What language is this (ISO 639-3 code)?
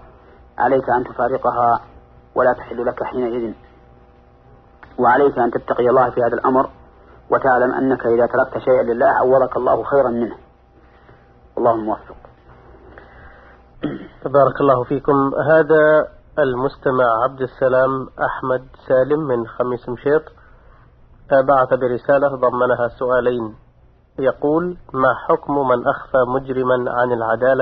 ara